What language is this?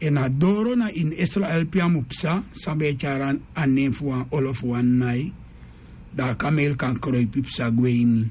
Sranan Tongo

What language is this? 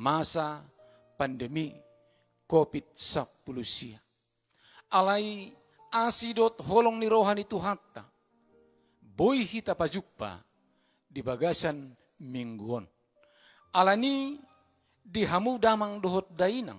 Batak Toba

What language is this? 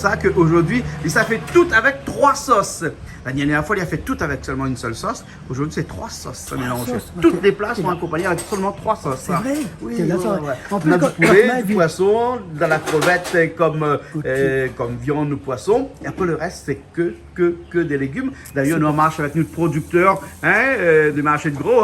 Réunion Creole French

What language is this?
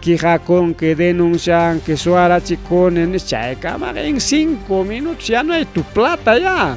Ayacucho Quechua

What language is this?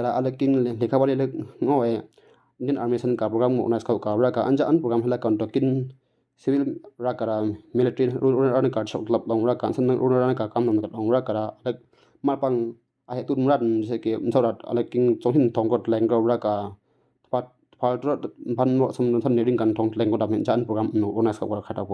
Miju-Mishmi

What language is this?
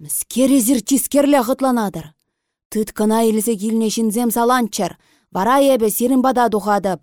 Chuvash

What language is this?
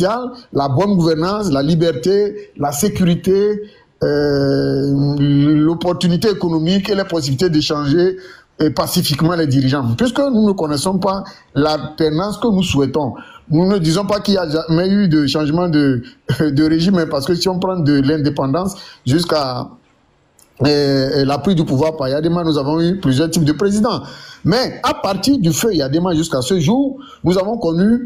French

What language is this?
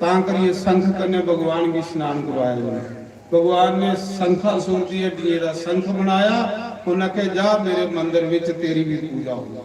Dogri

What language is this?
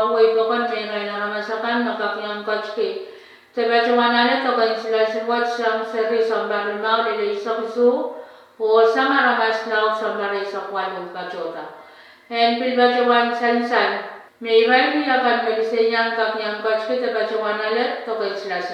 Pohnpeian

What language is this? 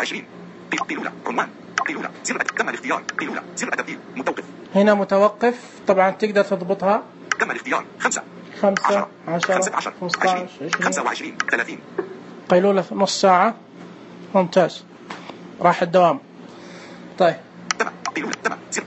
Najdi Arabic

